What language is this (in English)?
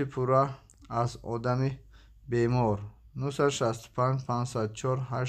Tajik